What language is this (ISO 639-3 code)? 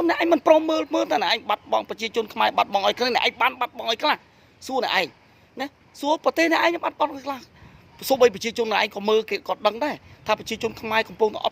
khm